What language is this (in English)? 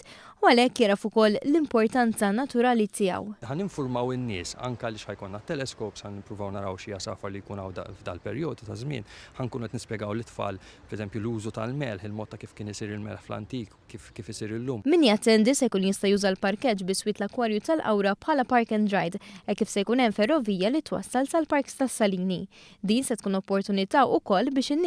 Maltese